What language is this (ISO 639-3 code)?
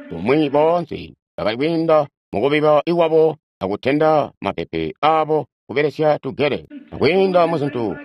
toi